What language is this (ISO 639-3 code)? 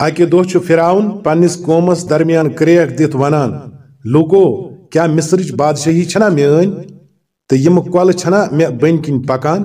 kas